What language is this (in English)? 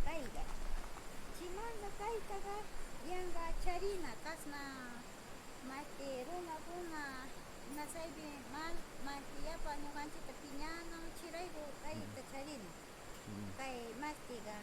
Northern Pastaza Quichua